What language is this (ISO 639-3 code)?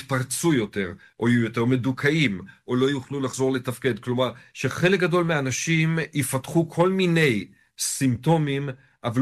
heb